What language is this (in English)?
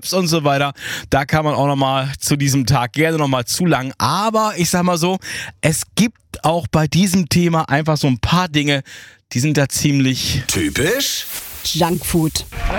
German